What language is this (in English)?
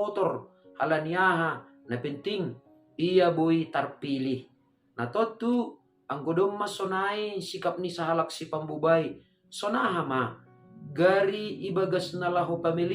Batak Simalungun